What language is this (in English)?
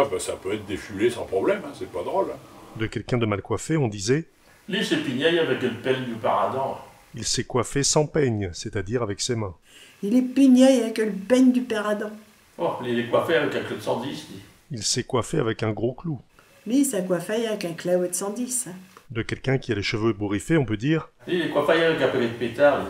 Picard